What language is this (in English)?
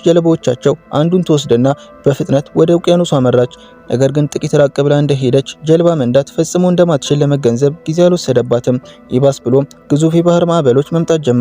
Amharic